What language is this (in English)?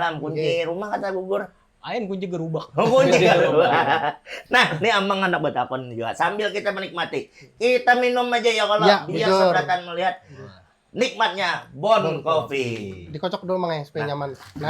Banjar